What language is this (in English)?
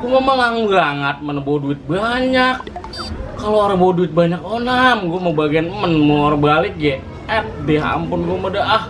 Betawi